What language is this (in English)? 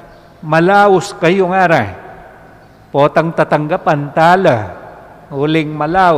Pampanga